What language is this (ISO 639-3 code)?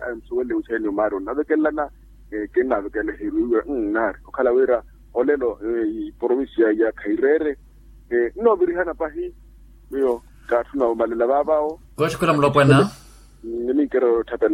vmw